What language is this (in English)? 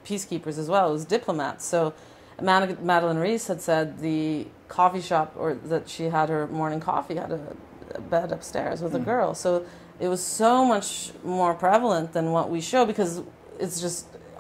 English